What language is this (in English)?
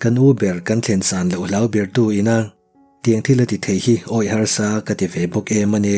Mizo